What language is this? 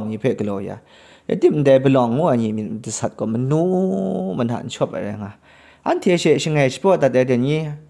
Kachin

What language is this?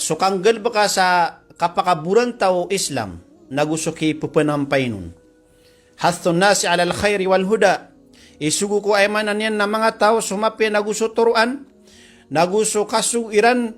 Maranao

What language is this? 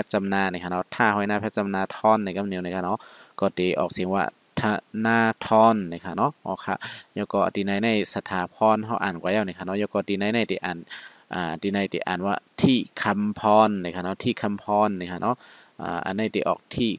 Shan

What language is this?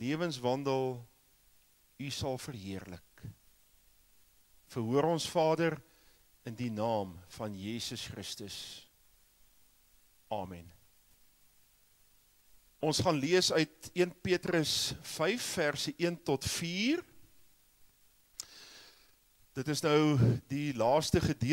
Afrikaans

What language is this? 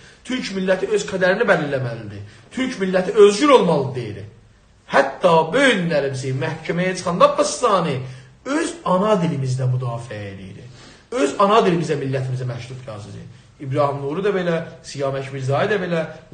South Azerbaijani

